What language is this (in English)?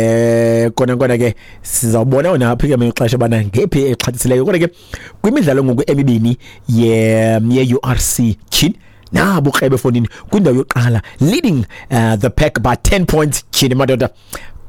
Xhosa